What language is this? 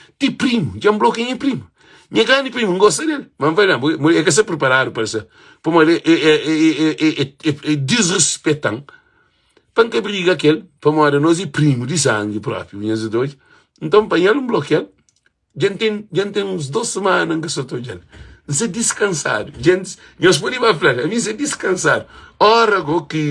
Kabuverdianu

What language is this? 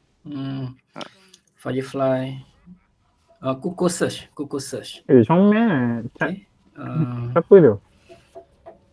Malay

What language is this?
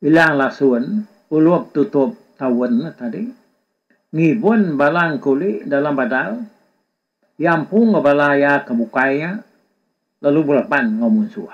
Iban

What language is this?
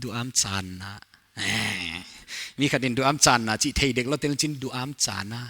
Paite Chin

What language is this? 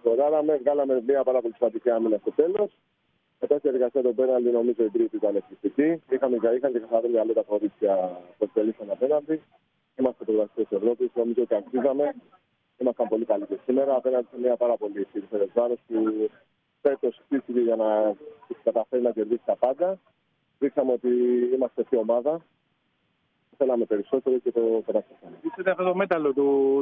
Greek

